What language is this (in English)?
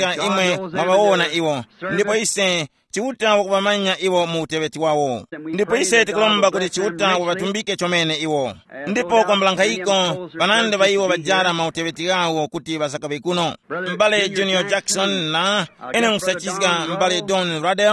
Tumbuka